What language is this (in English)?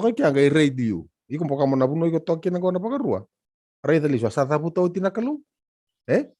Fijian